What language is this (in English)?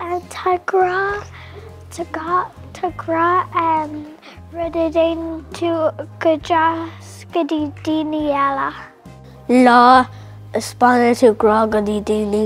Irish